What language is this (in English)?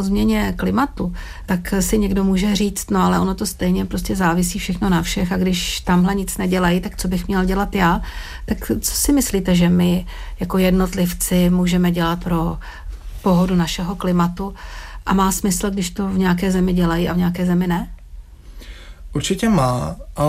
Czech